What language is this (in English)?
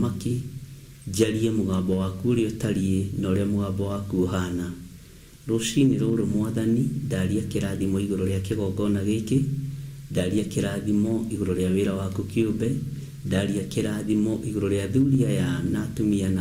Kikuyu